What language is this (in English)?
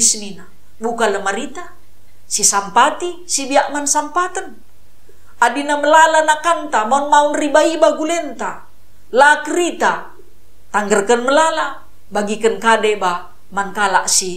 Batak Karo